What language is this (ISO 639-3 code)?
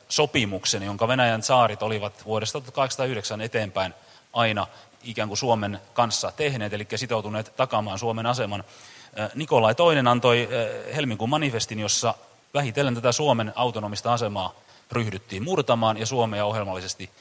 fin